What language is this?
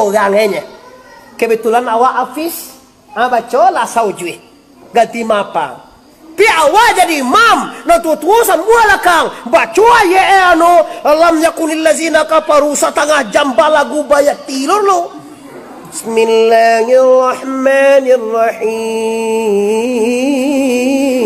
Minangkabau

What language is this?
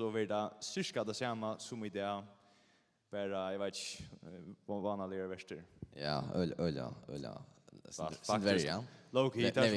Faroese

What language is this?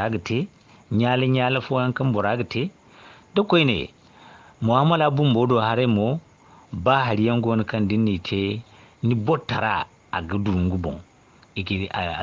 Zarma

